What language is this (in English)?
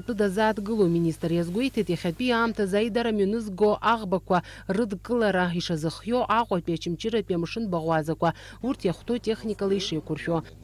Abkhazian